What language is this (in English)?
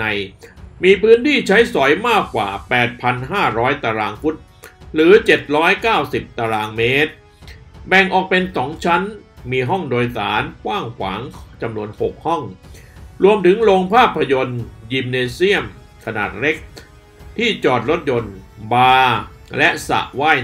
Thai